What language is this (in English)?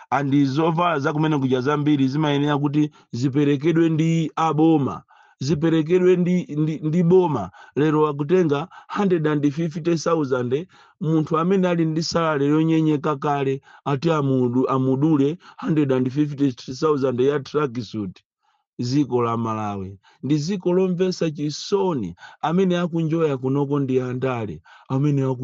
Nyanja